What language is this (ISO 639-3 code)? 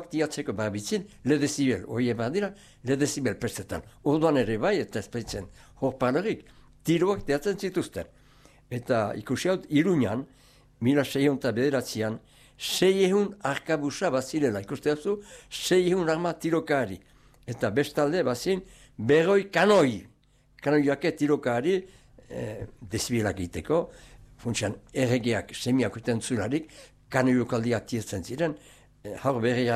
eus